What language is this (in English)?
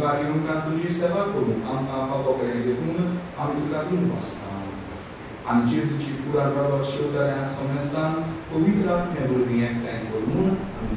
Konkani